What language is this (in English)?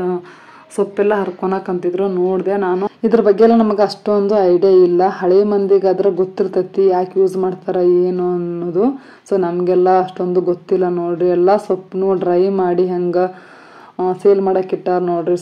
Kannada